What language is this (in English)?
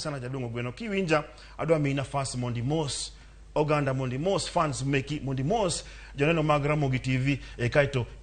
Luo (Kenya and Tanzania)